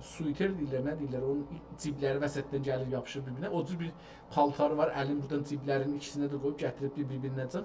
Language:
South Azerbaijani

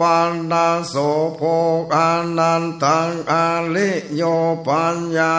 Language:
Northern Thai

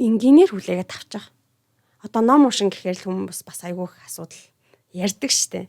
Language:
Mongolian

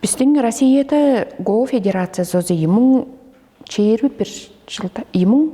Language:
Tuvinian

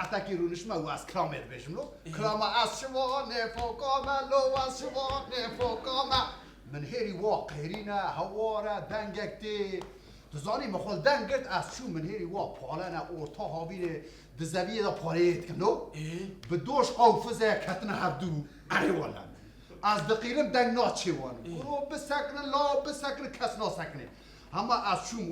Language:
Kurdish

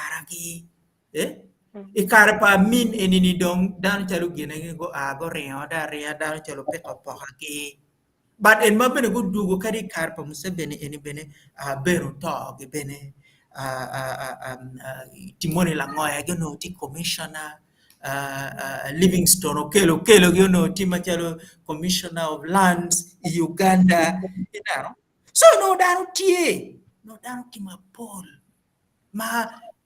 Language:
Acoli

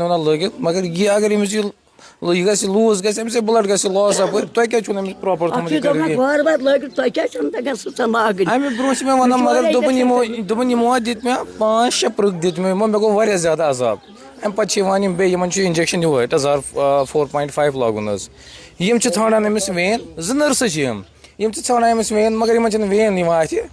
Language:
Kashmiri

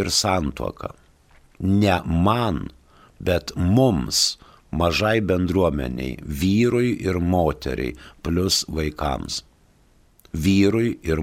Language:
Lithuanian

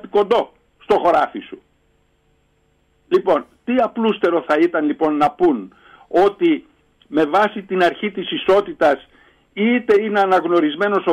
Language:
Greek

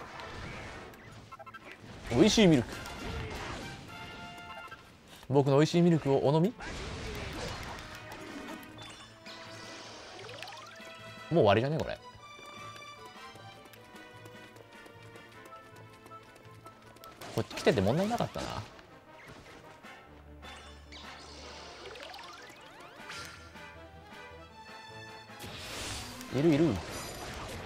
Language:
Japanese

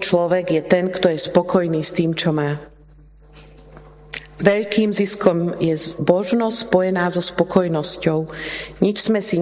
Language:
Slovak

